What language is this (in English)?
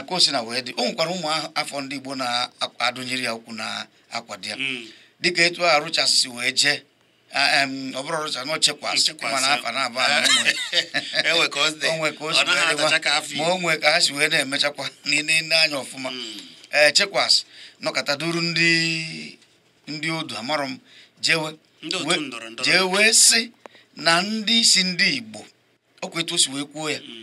Igbo